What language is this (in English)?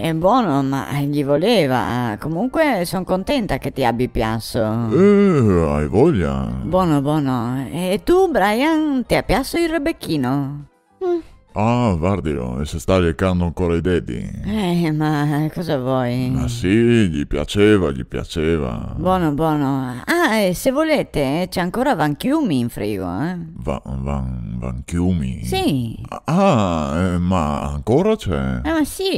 Venetian